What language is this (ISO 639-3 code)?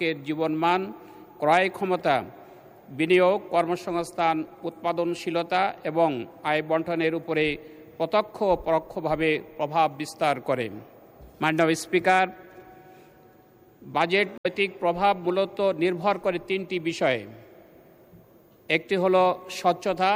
ben